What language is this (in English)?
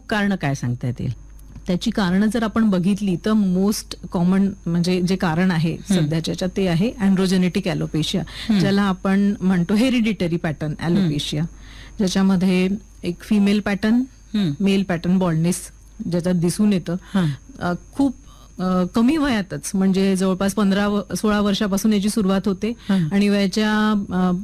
Marathi